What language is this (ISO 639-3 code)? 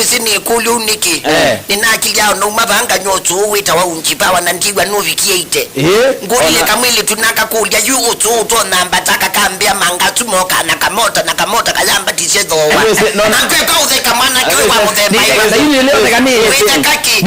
kam